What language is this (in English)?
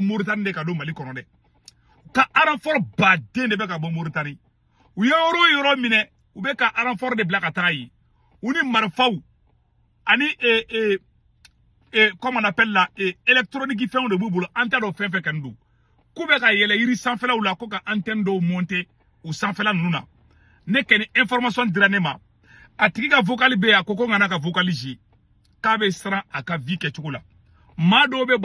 Bambara